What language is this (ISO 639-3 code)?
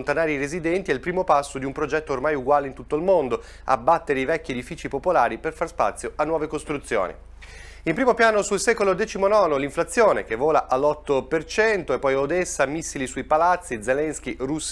ita